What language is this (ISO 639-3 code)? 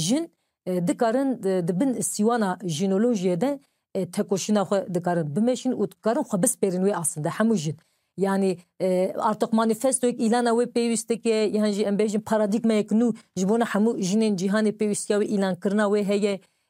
kur